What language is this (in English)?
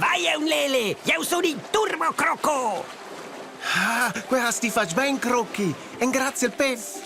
Romansh